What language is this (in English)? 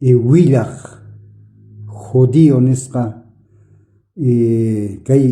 South Bolivian Quechua